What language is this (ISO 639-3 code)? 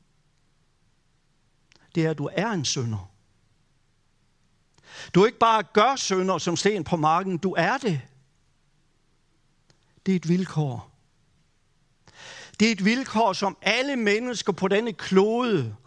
dan